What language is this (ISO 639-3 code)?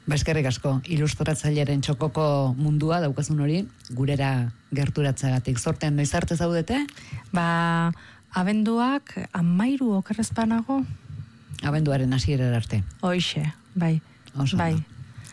eus